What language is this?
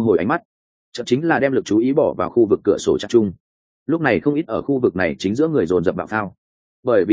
Vietnamese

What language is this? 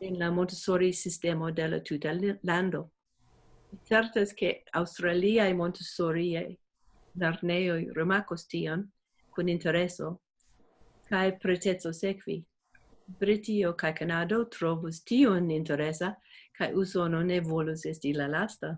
Esperanto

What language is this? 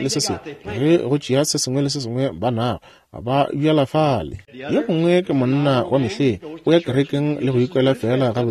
Northern Sotho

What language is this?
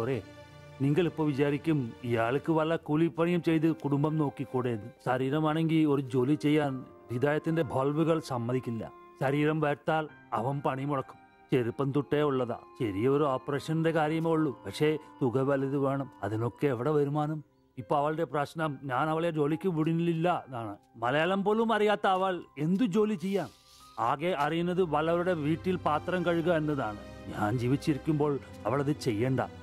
Malayalam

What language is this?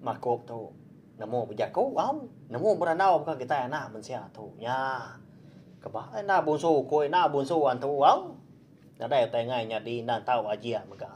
Iban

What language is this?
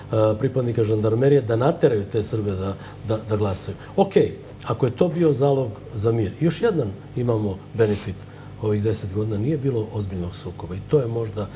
Serbian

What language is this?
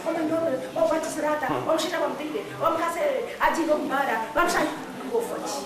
Nyankole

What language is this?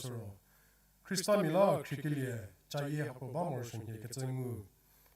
Angami Naga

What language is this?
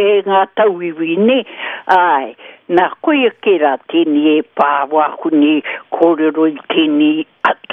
Māori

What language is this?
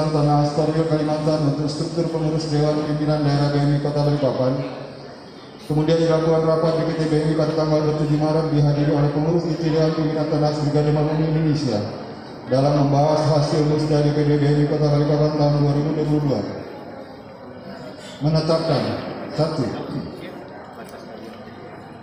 Indonesian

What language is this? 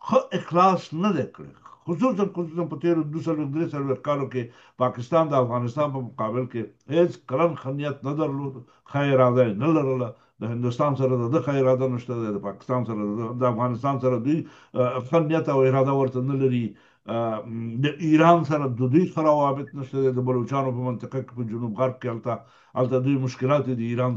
Pashto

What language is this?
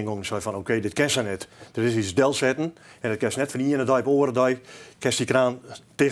Western Frisian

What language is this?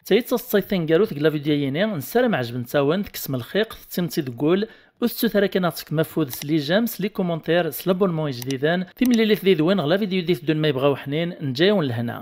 Kabyle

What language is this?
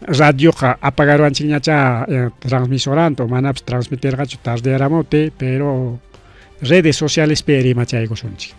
Ayacucho Quechua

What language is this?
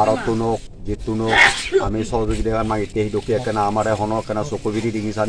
Chakma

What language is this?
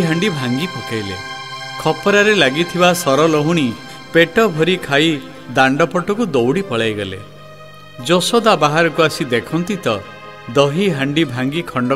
Odia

